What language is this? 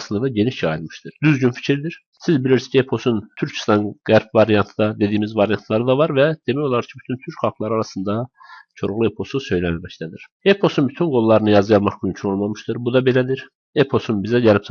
Azerbaijani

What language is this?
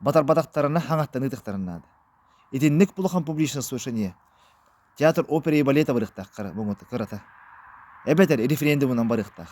Yakut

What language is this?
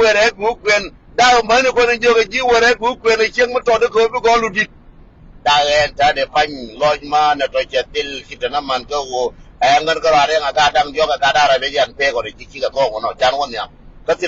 Nuer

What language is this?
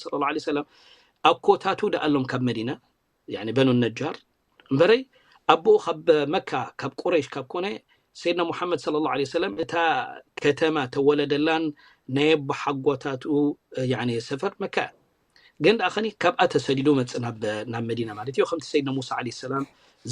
Tigrinya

